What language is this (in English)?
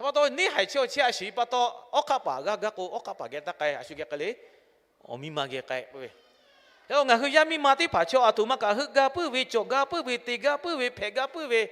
Lahu